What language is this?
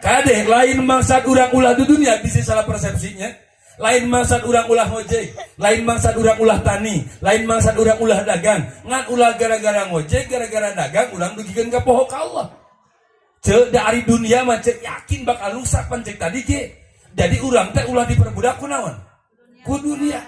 Sundanese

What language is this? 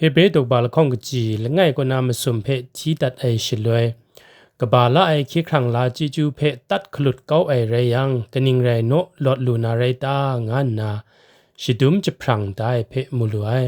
Kachin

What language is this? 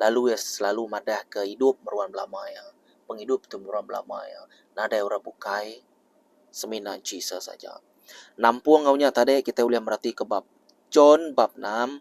Iban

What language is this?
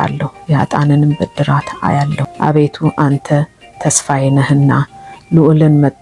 Amharic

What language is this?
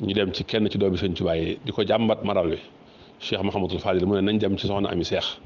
Wolof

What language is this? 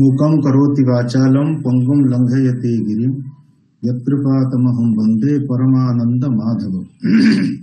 Sanskrit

